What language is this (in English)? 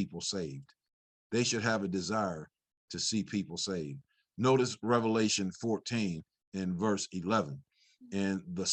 English